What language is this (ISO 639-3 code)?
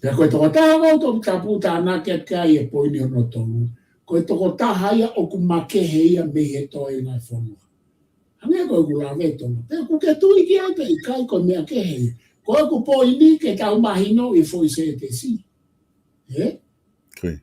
ton